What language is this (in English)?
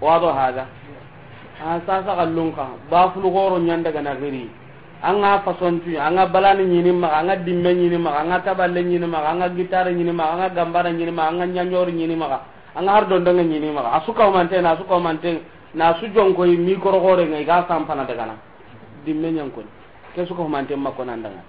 Soninke